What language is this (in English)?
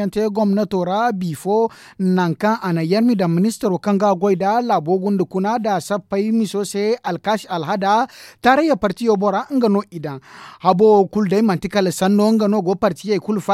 Zarma